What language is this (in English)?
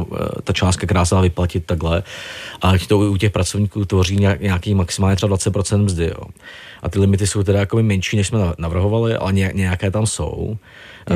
Czech